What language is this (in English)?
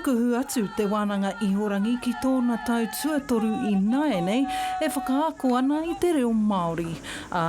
Māori